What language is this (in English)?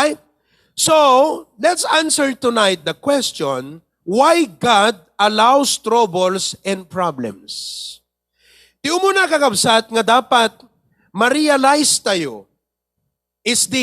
Iloko